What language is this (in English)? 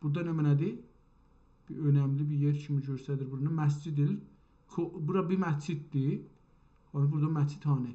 South Azerbaijani